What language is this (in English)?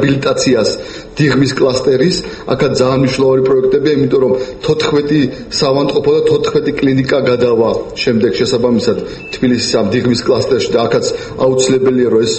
Georgian